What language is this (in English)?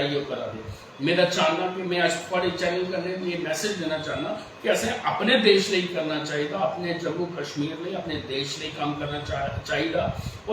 Dogri